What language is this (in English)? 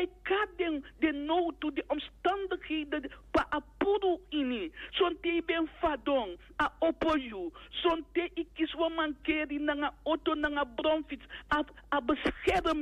Sranan Tongo